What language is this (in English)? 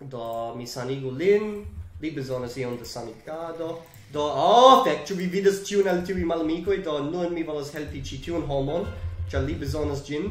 Esperanto